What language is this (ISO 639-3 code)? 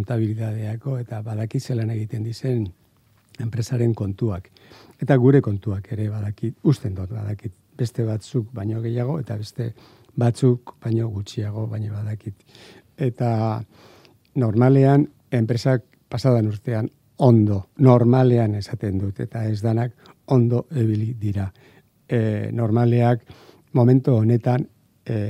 eus